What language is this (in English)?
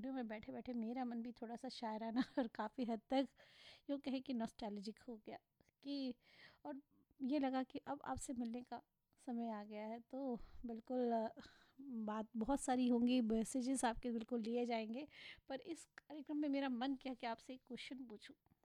Hindi